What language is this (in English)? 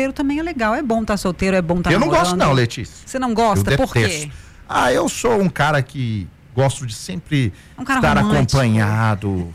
Portuguese